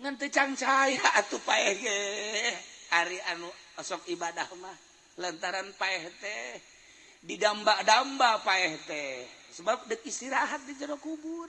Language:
Sundanese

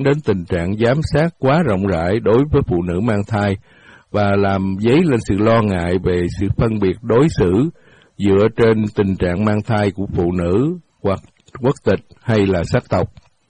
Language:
Vietnamese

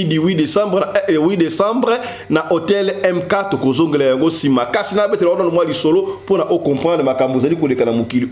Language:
Lingala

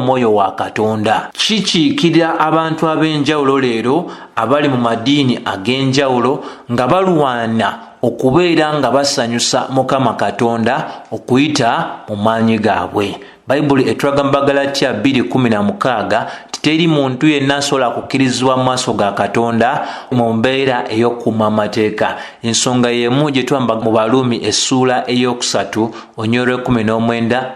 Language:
Ganda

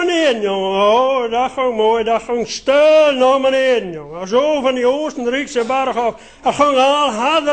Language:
Limburgish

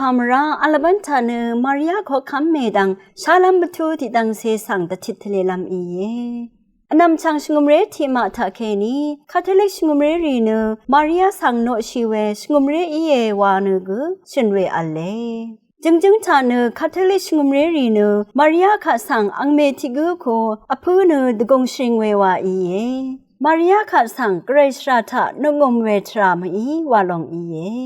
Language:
Rawang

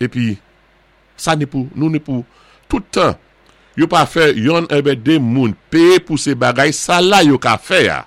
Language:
Saint Lucian Creole French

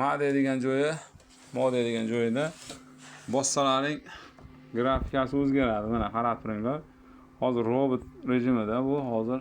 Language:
Uzbek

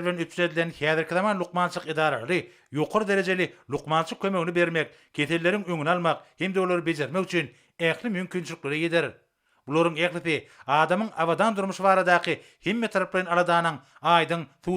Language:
Turkmen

